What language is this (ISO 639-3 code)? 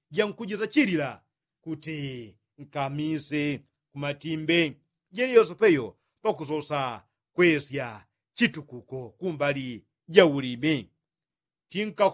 yao